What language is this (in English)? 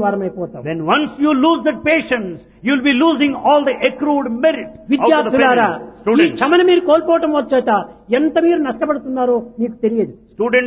Telugu